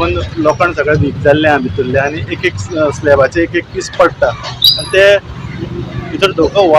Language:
Konkani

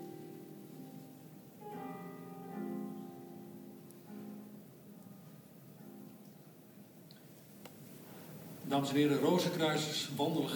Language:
Dutch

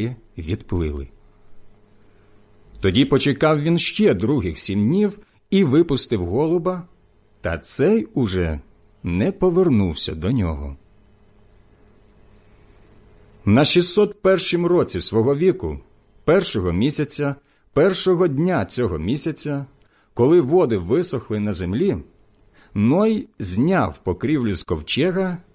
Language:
Ukrainian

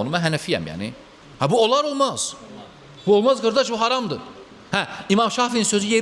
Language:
Azerbaijani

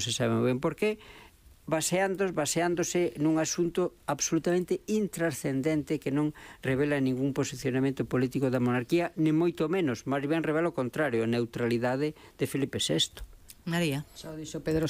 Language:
Galician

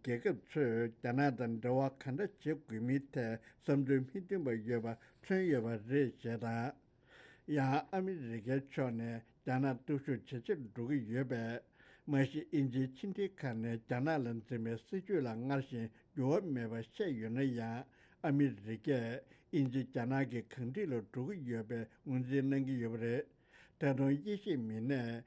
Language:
Tibetan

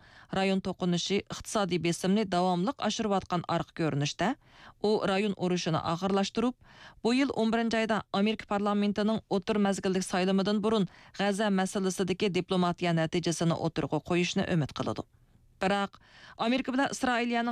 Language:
Uyghur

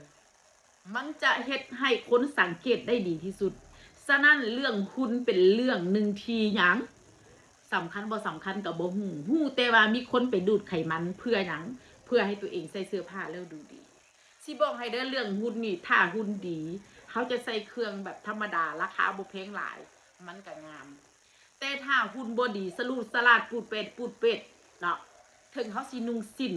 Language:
Northeastern Thai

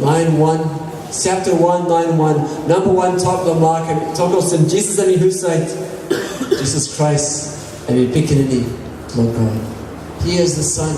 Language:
Tok Pisin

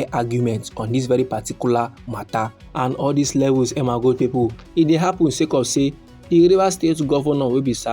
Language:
Nigerian Pidgin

